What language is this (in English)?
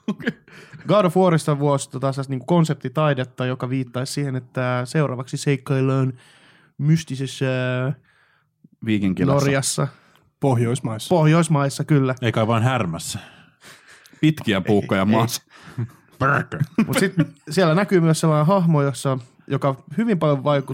Finnish